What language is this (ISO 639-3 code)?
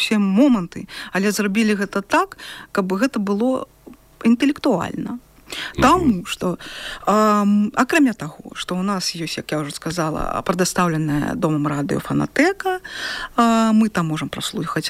bel